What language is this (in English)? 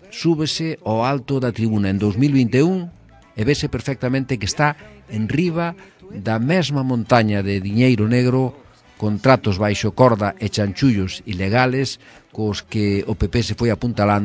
Galician